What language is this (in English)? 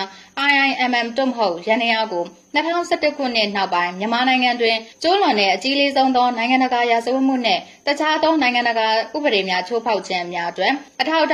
Burmese